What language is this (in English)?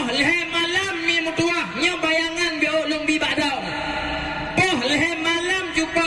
Achinese